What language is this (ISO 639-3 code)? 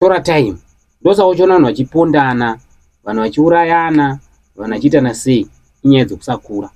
sna